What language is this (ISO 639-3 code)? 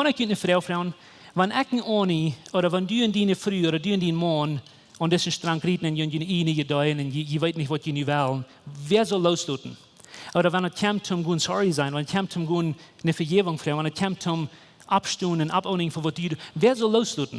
pdt